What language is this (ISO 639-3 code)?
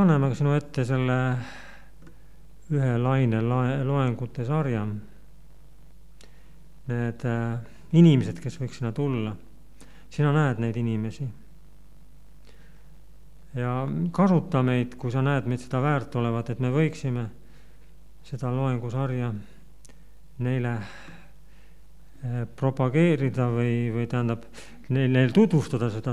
est